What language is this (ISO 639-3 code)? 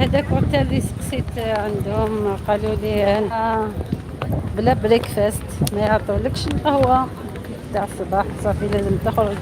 arq